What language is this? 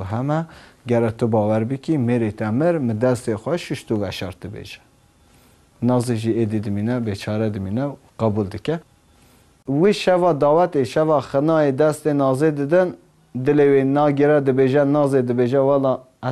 Kurdish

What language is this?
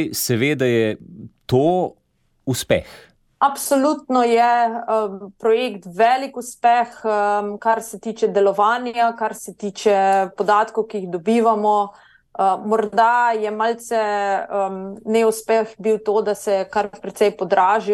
Slovenian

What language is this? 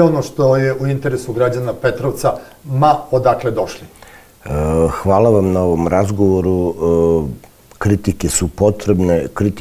Serbian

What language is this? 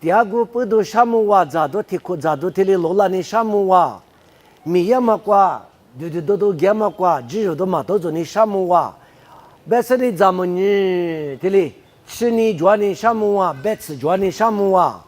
Lisu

